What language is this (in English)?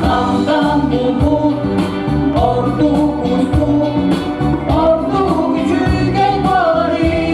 Yakut